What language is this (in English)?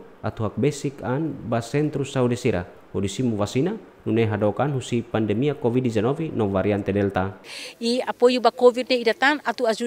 Tetum